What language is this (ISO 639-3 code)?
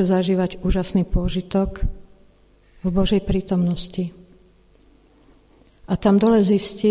slk